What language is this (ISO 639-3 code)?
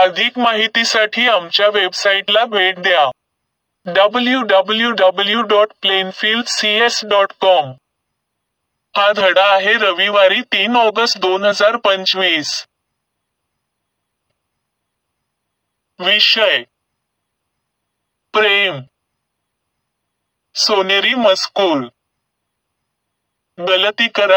mar